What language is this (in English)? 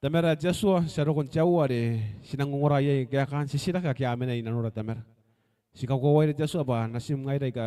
Gilbertese